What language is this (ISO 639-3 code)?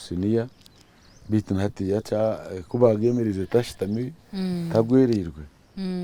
nyn